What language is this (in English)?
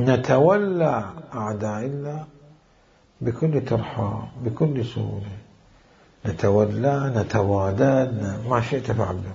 Mesopotamian Arabic